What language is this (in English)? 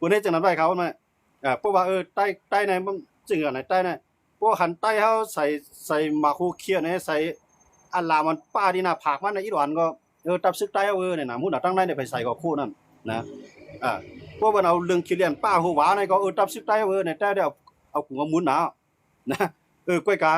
Shan